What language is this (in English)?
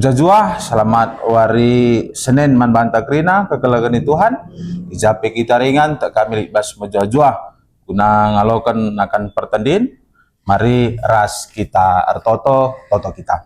Batak Karo